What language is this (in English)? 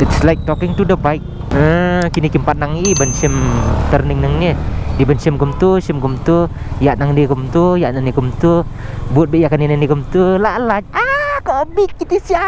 Khasi